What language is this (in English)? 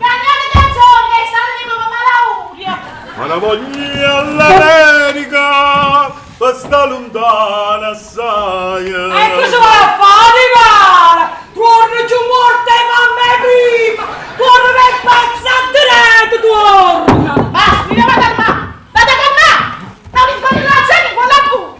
Neapolitan